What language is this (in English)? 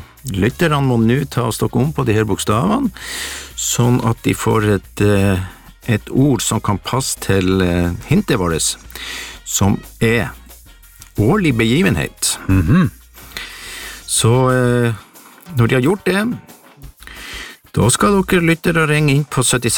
Norwegian